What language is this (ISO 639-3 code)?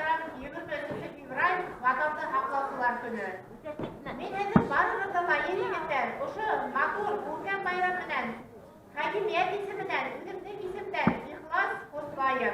bak